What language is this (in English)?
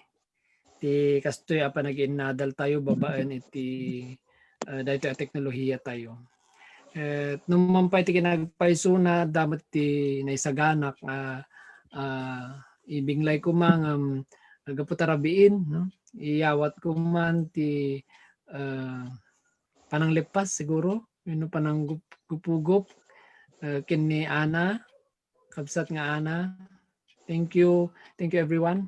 Iloko